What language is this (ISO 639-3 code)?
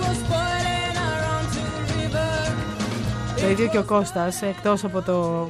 ell